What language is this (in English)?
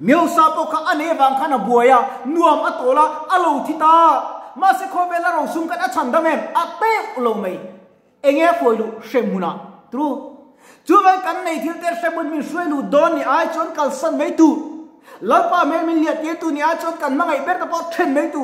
Mizo